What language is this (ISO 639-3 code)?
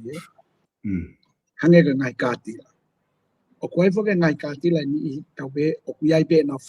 ton